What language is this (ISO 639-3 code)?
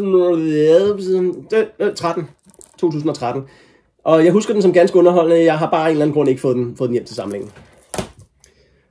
dan